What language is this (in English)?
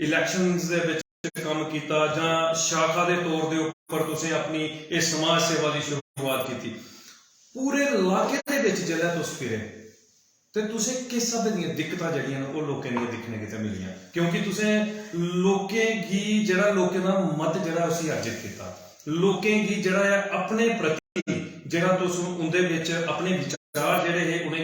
Dogri